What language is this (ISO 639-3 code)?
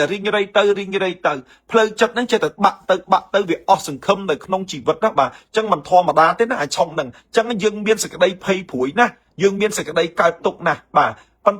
khm